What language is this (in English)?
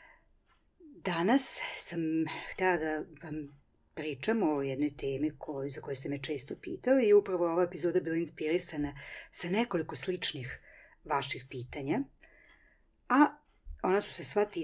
Serbian